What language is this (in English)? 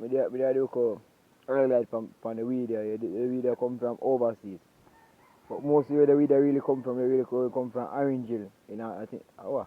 Jamaican Creole English